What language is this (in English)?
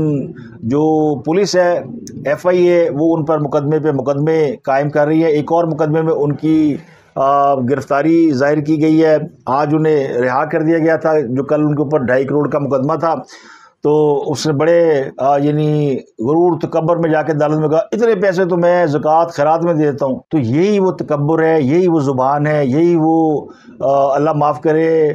Urdu